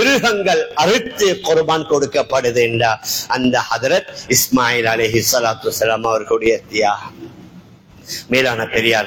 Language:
Tamil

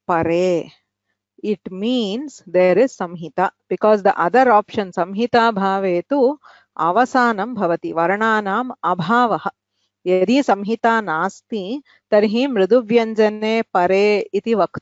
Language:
Sanskrit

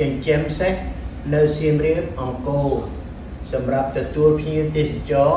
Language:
Khmer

